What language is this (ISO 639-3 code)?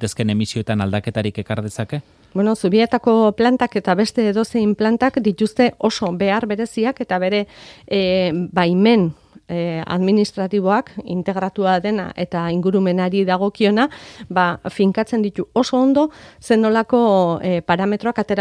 eus